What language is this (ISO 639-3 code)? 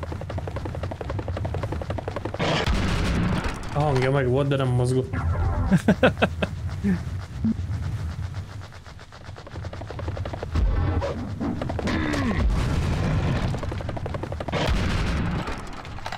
hun